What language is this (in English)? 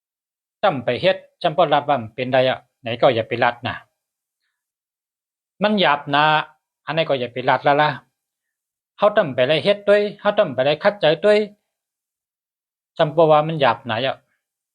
Shan